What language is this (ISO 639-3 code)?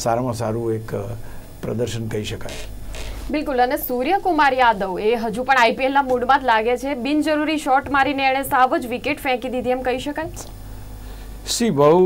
guj